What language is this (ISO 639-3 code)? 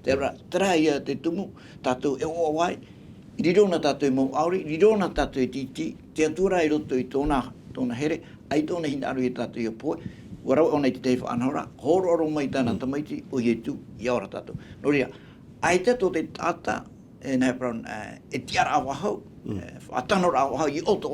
tah